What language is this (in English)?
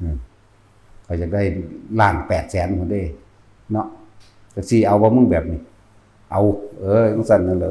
Northeastern Thai